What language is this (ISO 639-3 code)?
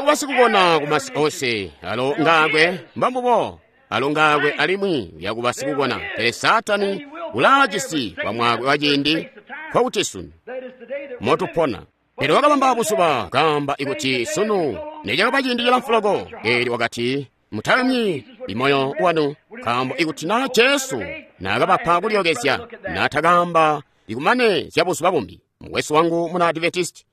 toi